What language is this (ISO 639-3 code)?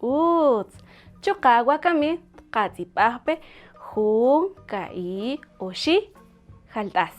cak